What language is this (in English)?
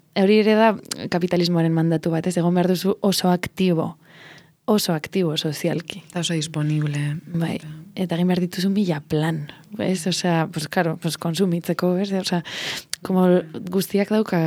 Basque